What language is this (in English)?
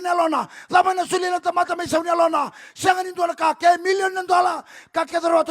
Fijian